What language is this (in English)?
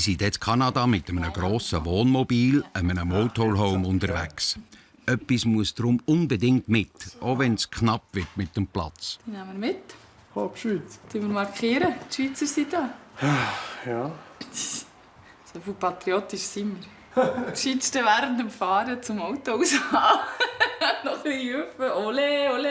Swiss German